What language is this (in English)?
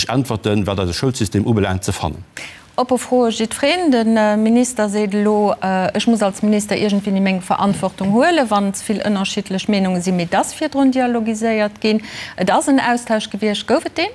Luxembourgish